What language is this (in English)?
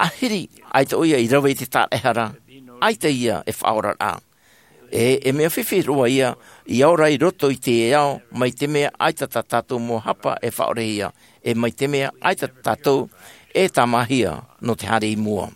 Tahitian